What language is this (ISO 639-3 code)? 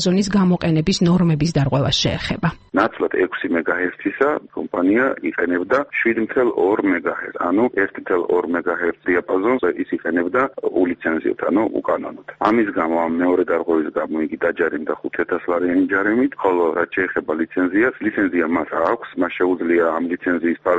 kat